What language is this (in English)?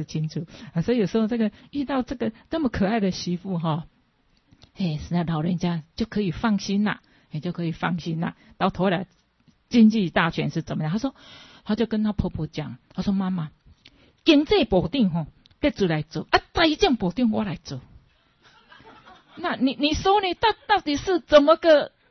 Chinese